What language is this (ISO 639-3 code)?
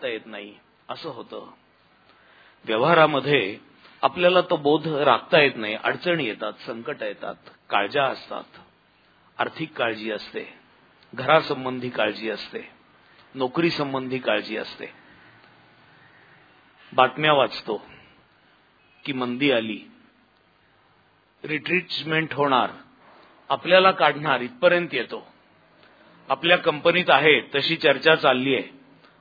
mar